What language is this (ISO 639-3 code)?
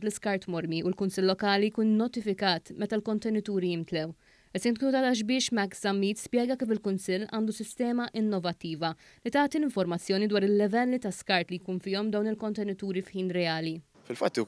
mlt